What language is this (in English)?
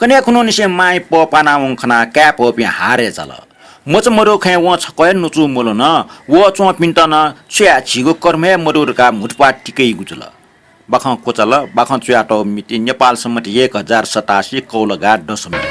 Newari